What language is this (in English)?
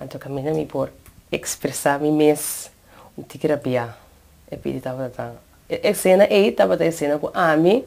Papiamento